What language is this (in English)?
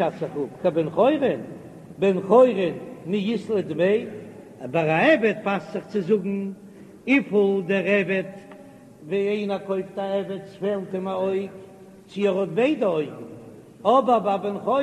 Yiddish